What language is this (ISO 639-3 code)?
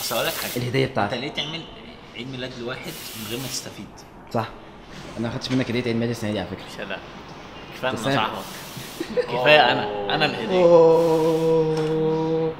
arz